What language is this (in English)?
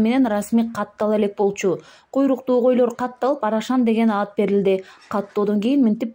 Kyrgyz